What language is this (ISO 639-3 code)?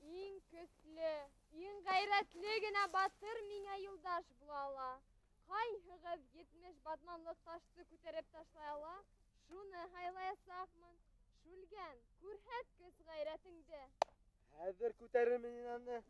bak